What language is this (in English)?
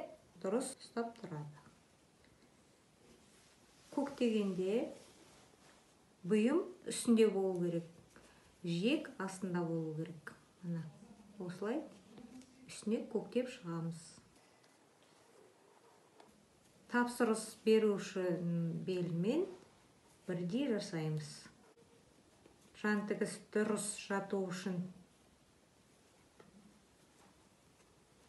Kazakh